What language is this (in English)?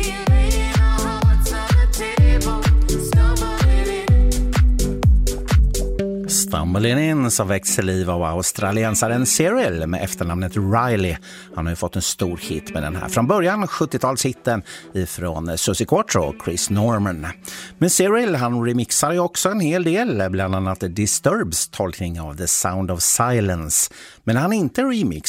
Swedish